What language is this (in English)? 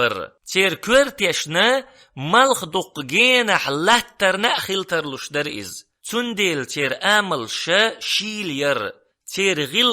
Chechen